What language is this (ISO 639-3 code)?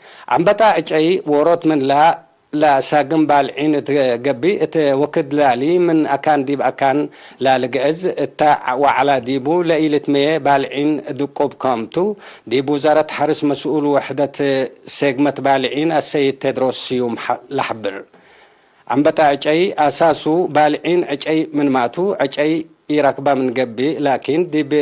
tig